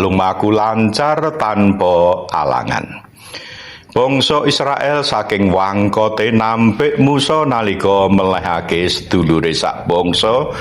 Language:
Javanese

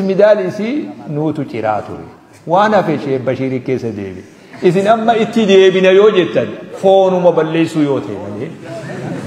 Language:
Oromo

